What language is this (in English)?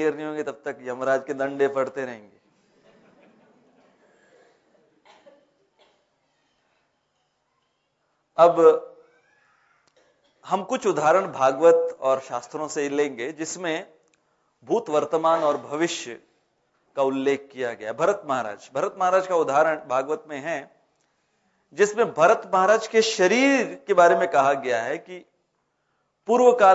Hindi